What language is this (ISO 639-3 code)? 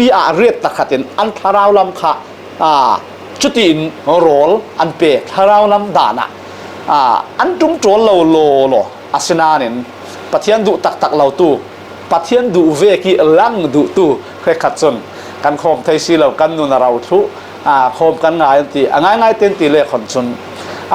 cfm